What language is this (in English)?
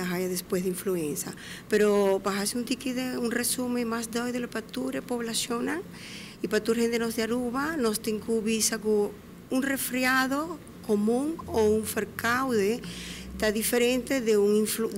Papiamento